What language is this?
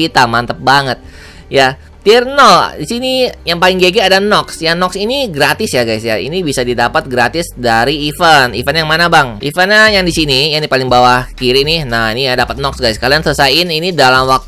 Indonesian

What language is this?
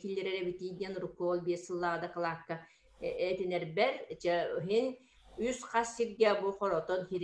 Yakut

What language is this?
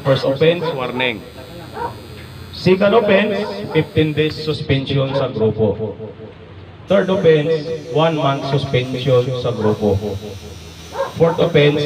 Filipino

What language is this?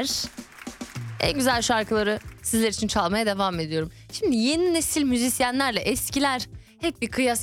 Turkish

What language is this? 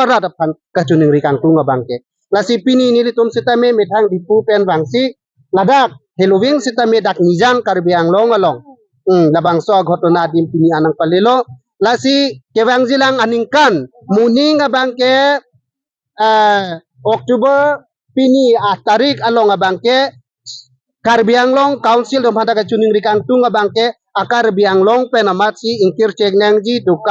Karbi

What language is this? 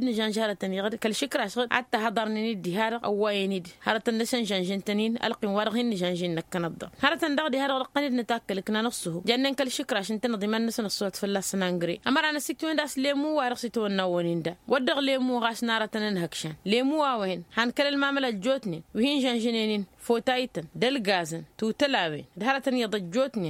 Tamasheq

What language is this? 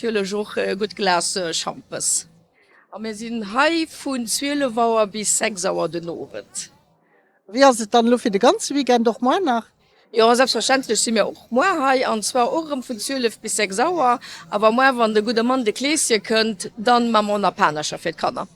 Luxembourgish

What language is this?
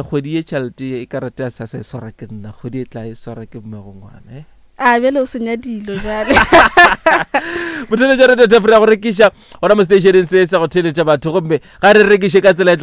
Northern Sotho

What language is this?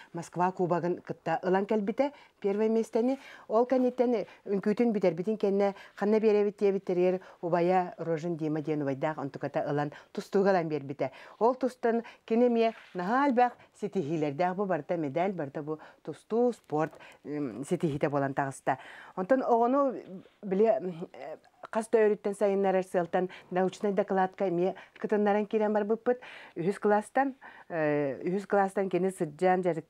Yakut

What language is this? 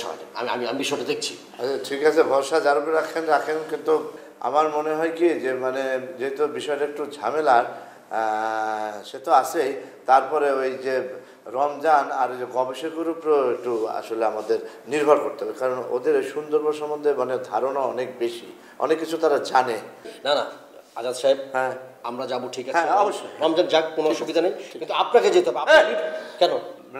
Bangla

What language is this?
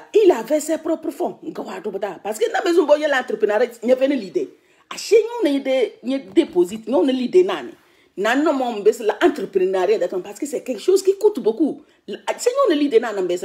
French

